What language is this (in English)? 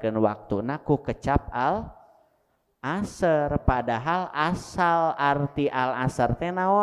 Sundanese